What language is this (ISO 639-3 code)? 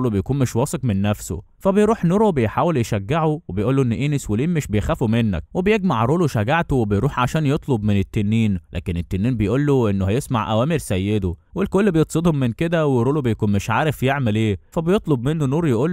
arz